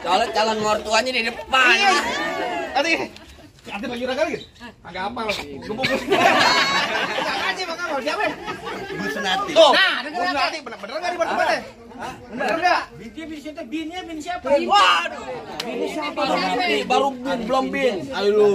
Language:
Betawi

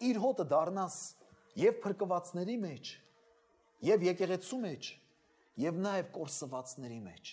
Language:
Armenian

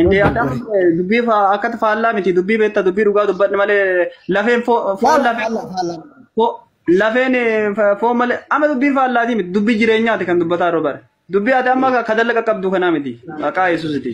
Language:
Oromo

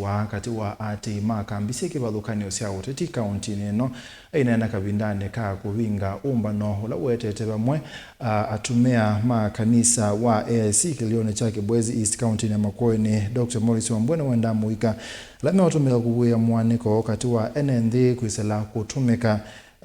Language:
Kamba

